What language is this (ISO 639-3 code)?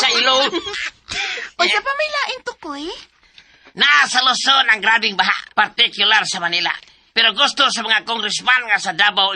ceb